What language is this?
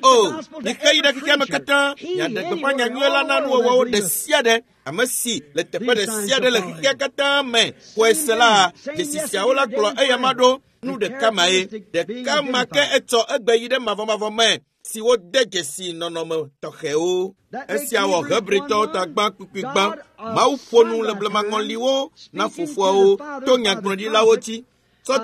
Ewe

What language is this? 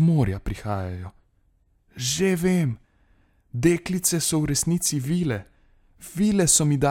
Slovenian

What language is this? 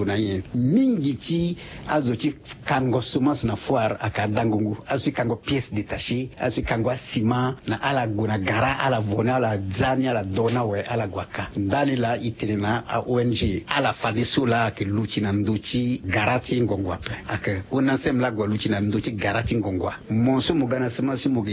Sango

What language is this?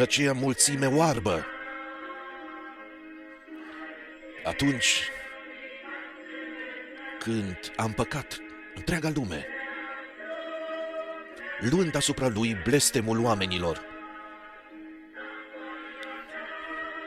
Romanian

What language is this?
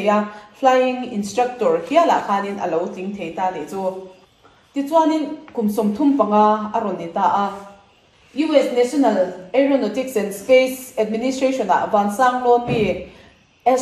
Mizo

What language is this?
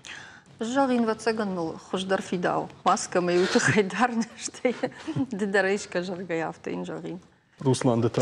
Ossetic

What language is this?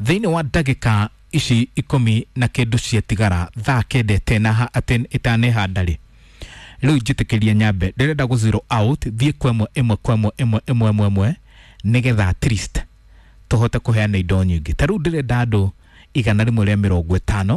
Kikuyu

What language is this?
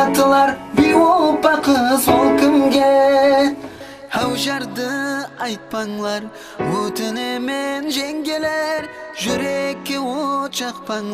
Kara-Kalpak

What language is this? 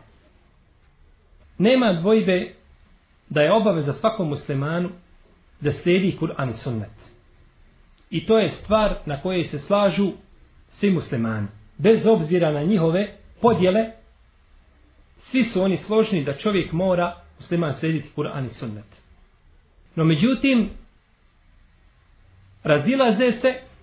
Bosnian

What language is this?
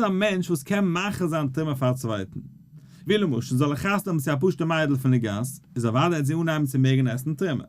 Yiddish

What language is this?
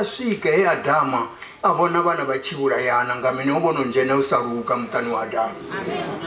Venda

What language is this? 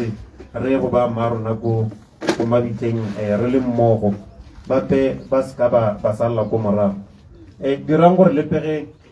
Tswana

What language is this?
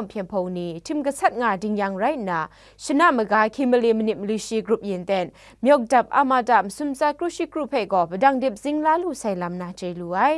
Kachin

